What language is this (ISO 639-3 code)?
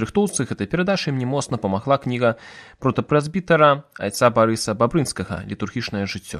bel